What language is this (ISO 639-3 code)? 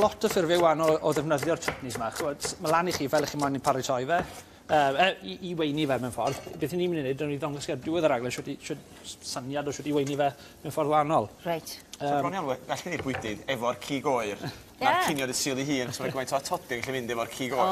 cym